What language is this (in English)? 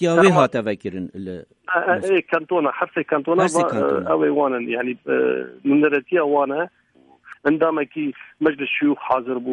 Kurdish